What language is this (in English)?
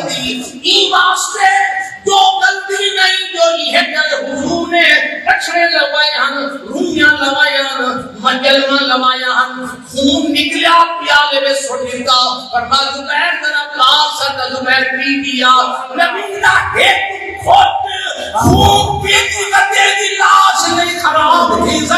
Saraiki